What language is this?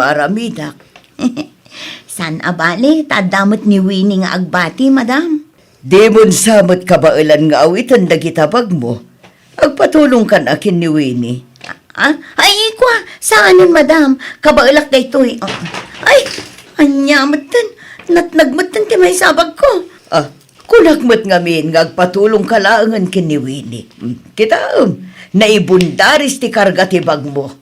Iloko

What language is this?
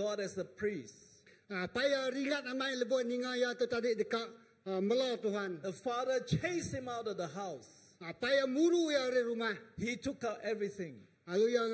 Iban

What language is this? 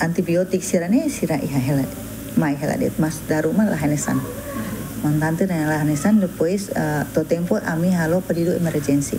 Tetum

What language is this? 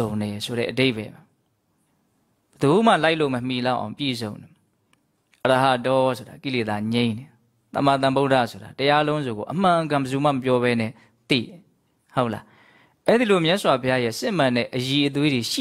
Burmese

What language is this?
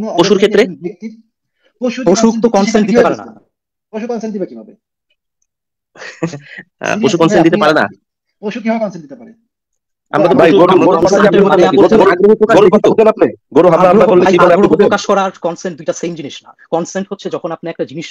Bangla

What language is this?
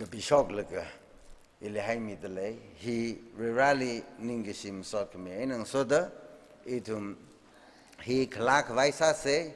Tangkhul Naga (India)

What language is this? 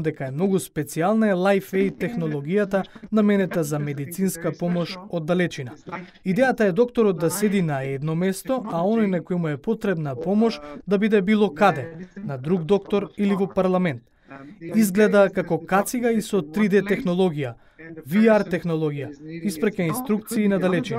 Macedonian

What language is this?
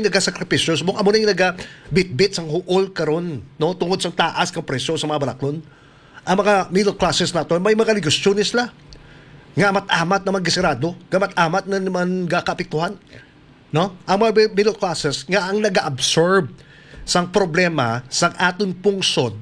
Hiligaynon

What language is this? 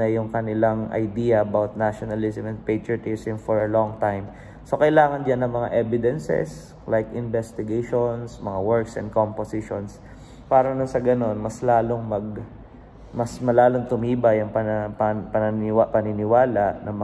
Filipino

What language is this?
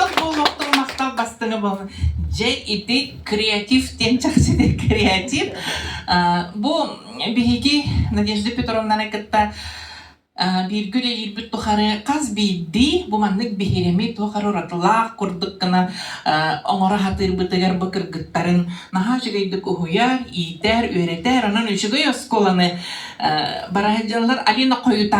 Yakut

